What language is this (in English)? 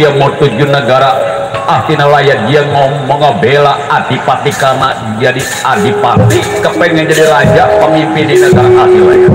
Betawi